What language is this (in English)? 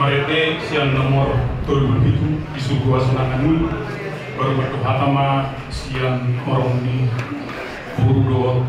Batak Toba